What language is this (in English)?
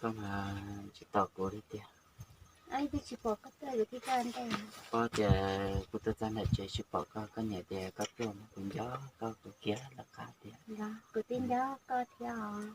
Hmong